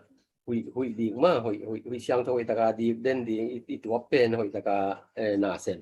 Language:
Tedim Chin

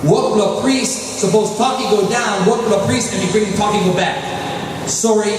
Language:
Tok Pisin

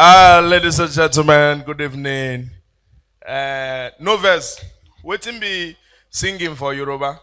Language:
Nigerian Pidgin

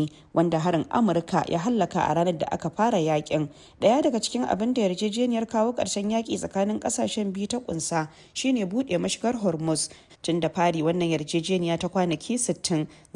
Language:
Hausa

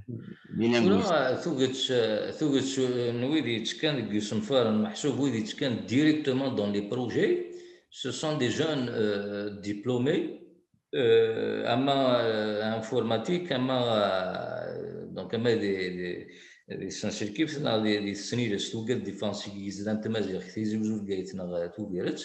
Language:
Kabyle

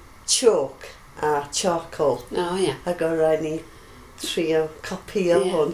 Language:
Welsh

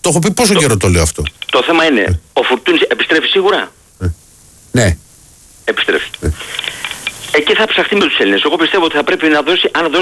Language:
Greek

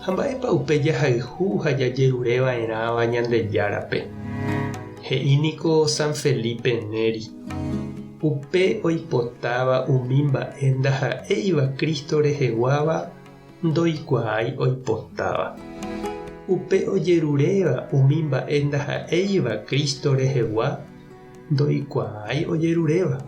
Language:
Guarani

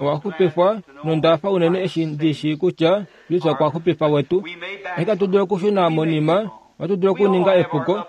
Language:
Kuanyama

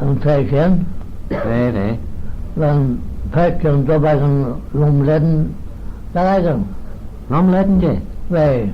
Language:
Manx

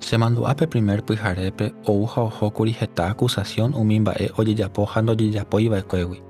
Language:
Guarani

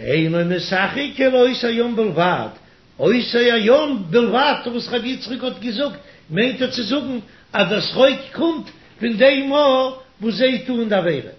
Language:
Yiddish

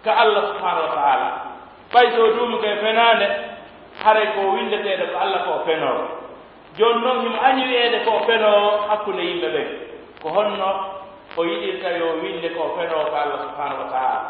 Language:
Pular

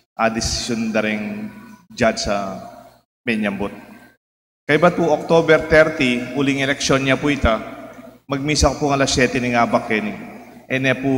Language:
Pampanga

